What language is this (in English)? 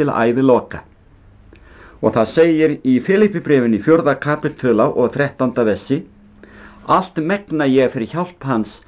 Icelandic